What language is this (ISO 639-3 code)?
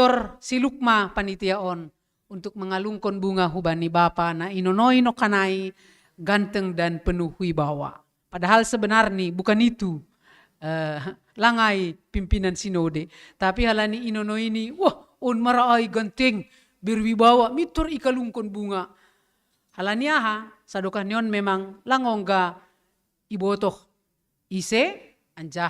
bts